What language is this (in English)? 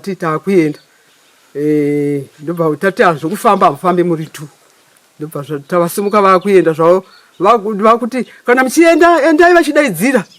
Shona